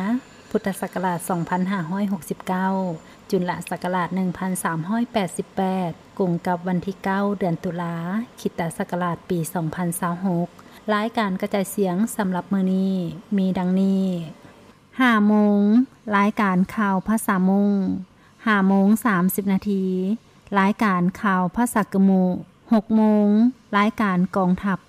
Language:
Lao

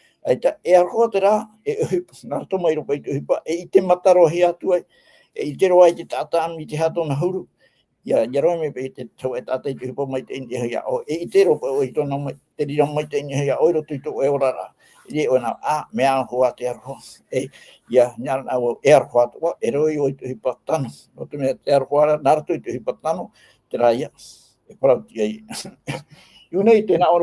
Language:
Tahitian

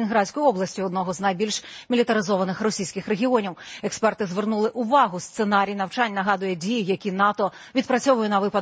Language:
Ukrainian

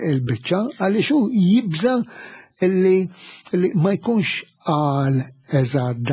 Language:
Maltese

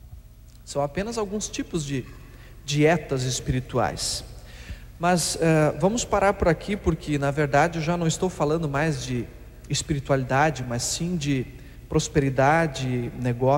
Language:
Portuguese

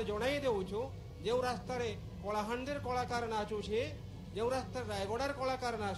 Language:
Odia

